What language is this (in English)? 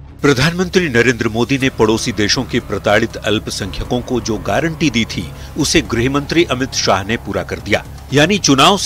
Hindi